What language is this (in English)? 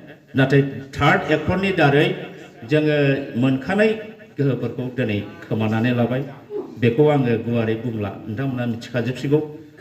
Bodo